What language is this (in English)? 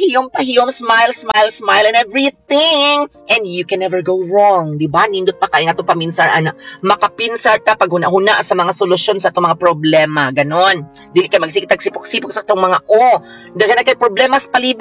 Cebuano